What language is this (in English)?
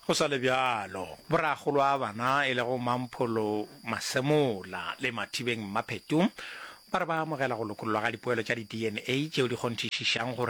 Northern Sotho